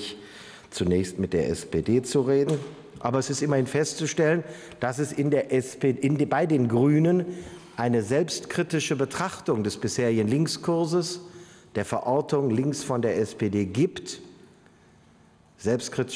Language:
German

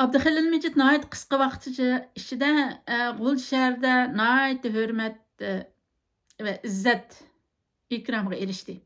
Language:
Uyghur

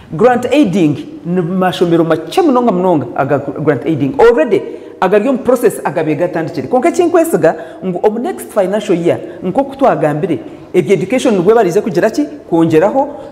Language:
Nyankole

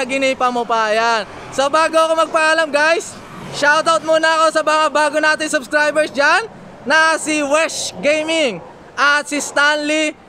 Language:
Filipino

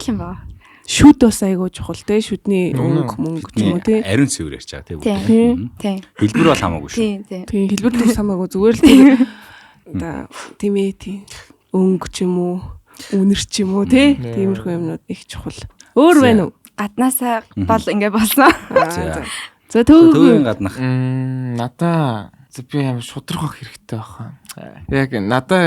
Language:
Mongolian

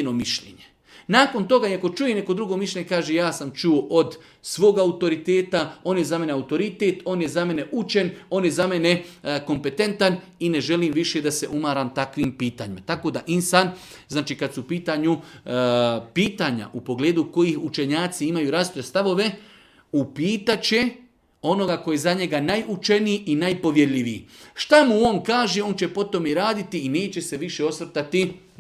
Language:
Bosnian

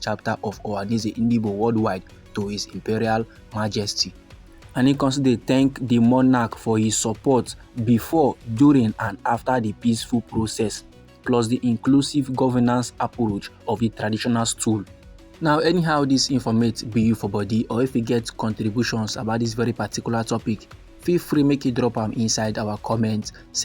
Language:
Nigerian Pidgin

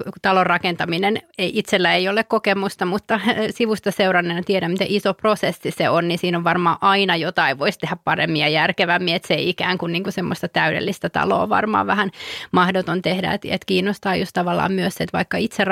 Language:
Finnish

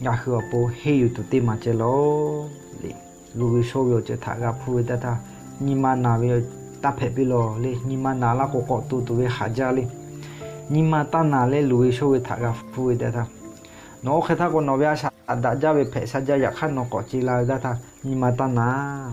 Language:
Lahu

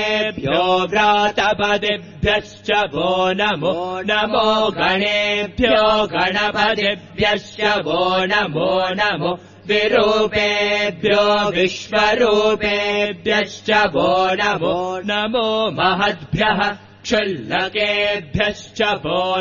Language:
Sanskrit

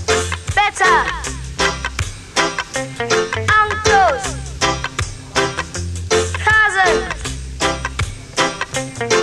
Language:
English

